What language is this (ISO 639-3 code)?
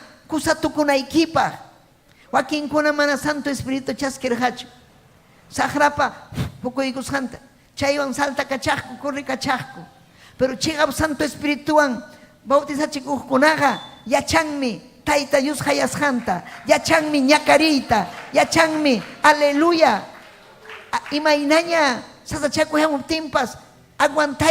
quy